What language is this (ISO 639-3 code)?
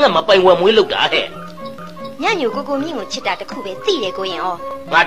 mya